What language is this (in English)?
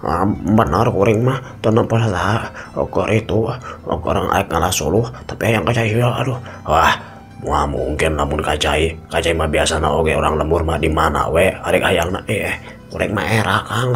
Sundanese